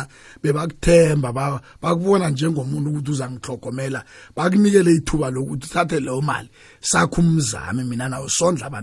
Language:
South Ndebele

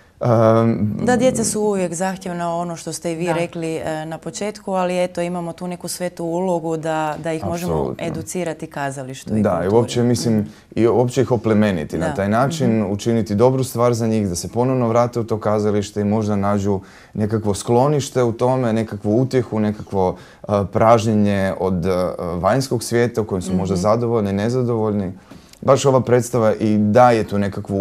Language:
Croatian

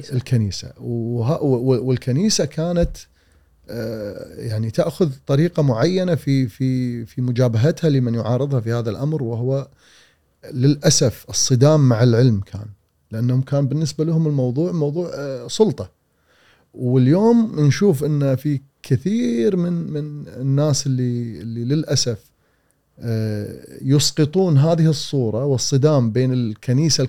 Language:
Gulf Arabic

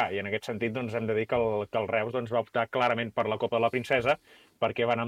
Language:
Catalan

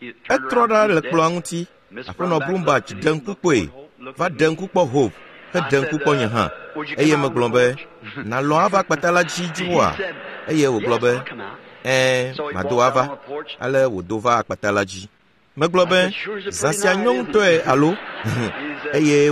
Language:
Ewe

